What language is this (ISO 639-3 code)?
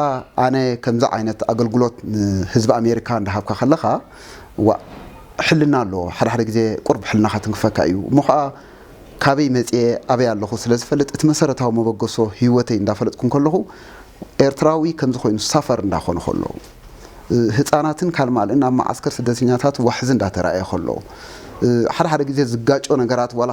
tir